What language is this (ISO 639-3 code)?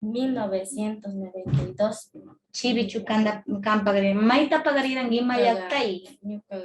qvz